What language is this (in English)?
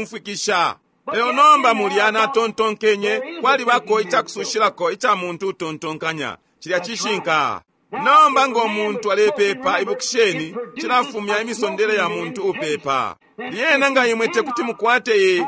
Bemba